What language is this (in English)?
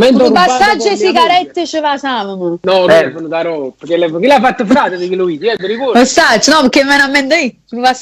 Neapolitan